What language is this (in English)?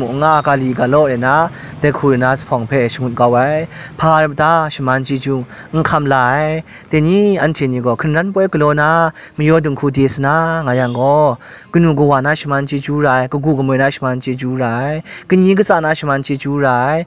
Kachin